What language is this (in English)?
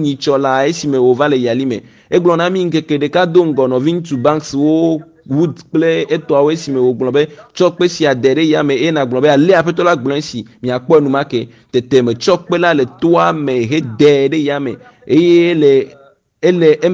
Ewe